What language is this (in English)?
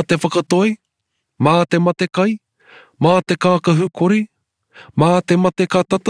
Māori